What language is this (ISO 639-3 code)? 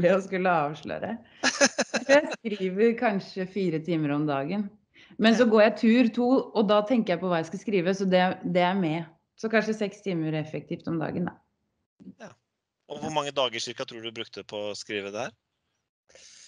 nor